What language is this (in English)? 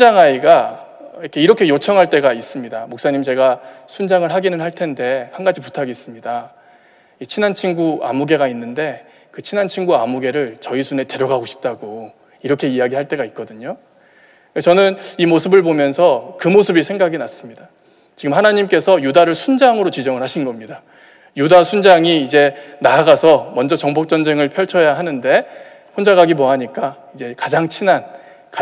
Korean